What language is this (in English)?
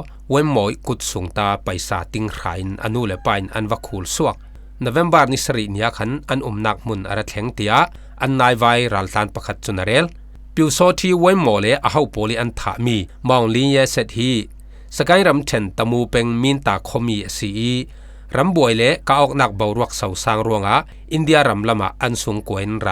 Falam Chin